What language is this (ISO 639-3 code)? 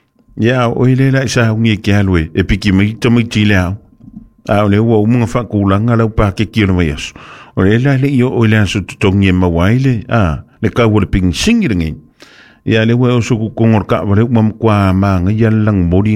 smo